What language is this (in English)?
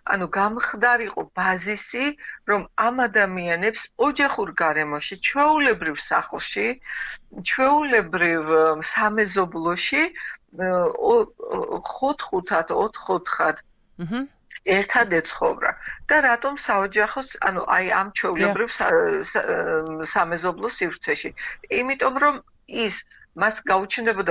Georgian